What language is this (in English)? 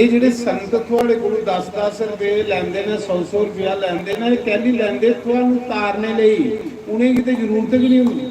Dogri